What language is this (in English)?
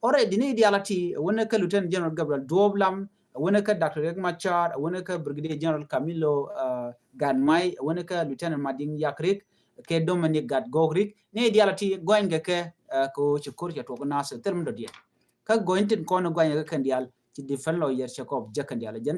Nuer